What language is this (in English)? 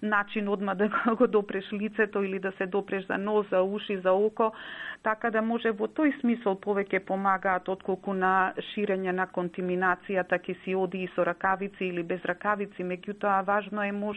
Macedonian